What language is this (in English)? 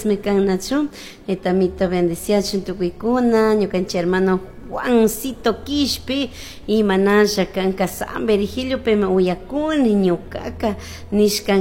Chimborazo Highland Quichua